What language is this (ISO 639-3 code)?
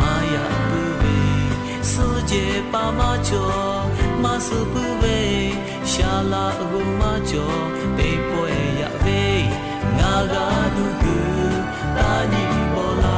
lhu